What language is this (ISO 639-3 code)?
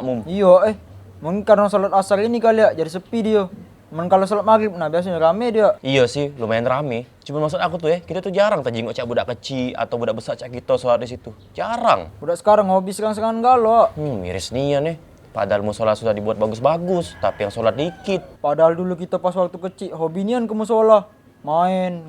mui